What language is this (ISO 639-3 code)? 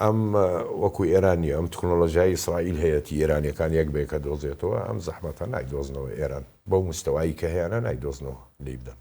ckb